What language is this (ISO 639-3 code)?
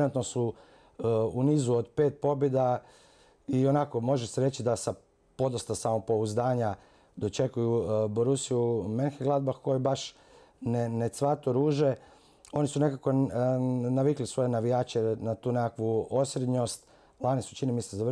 hrv